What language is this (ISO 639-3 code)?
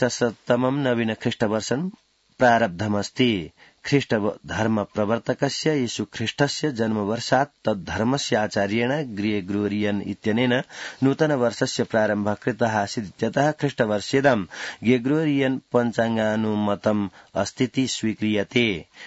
san